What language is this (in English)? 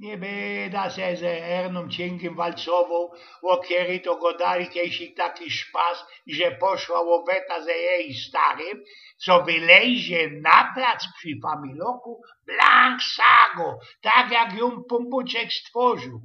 Silesian